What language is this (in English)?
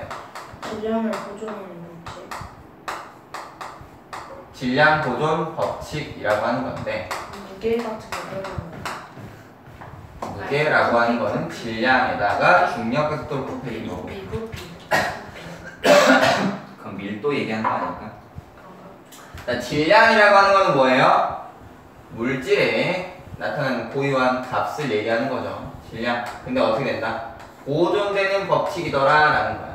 Korean